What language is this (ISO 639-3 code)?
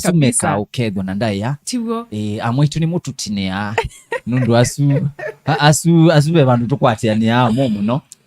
kam